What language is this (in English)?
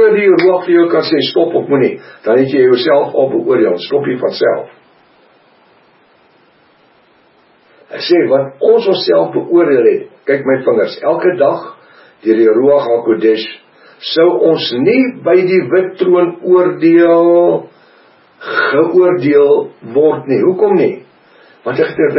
Afrikaans